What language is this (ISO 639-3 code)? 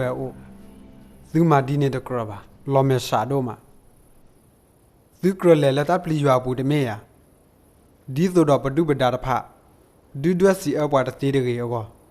ksw